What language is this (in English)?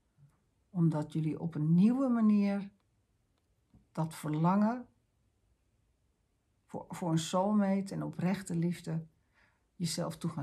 Dutch